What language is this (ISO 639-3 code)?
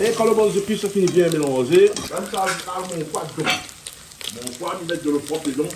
rcf